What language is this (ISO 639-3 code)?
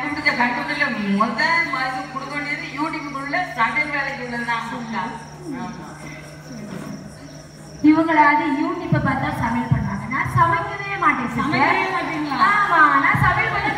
tam